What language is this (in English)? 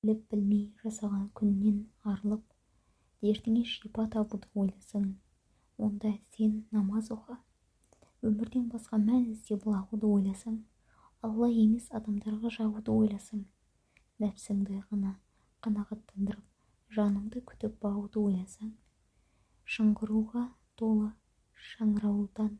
Kazakh